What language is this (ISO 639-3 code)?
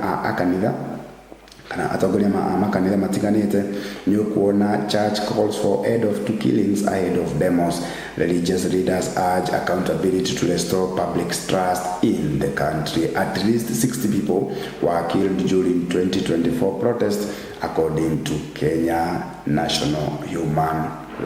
kik